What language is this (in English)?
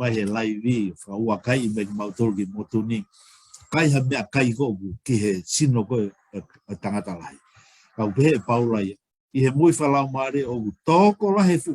Tongan